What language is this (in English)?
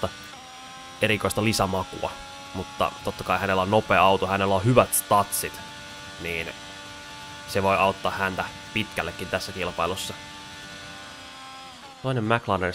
Finnish